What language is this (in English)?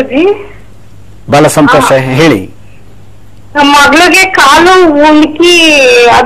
Kannada